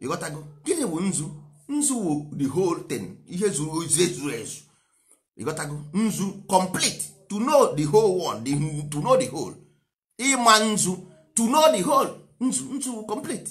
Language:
Igbo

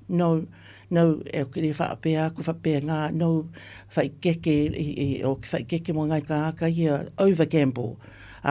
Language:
Samoan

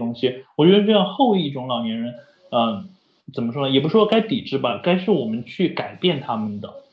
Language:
Chinese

